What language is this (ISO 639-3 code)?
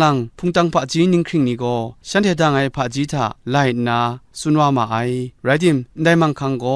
kac